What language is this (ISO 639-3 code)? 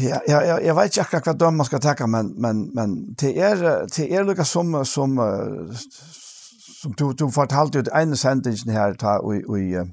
fao